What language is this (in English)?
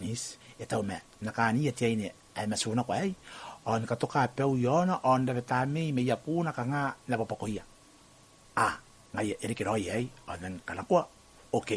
Gilbertese